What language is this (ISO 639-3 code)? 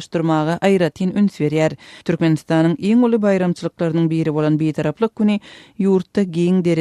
tuk